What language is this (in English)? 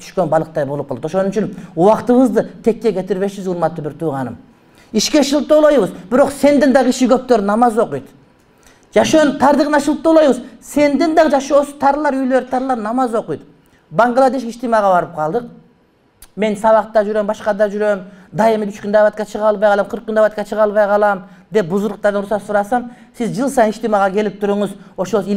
Kyrgyz